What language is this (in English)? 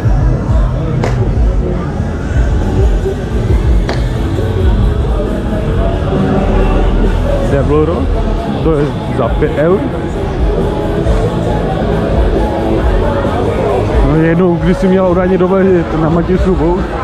Czech